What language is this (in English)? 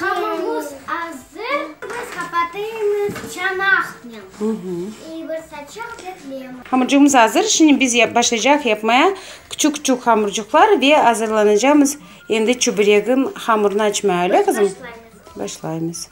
Crimean Tatar